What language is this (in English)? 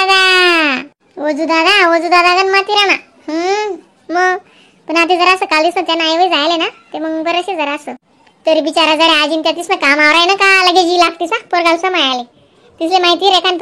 Khandesi